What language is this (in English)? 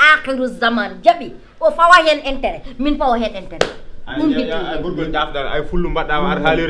Fula